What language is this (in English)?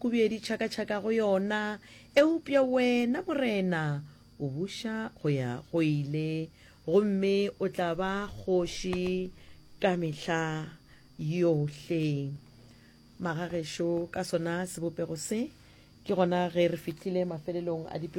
Northern Sotho